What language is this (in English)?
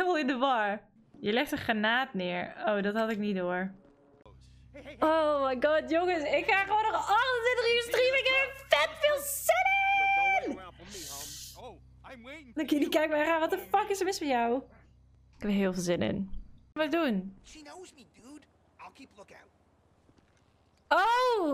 Dutch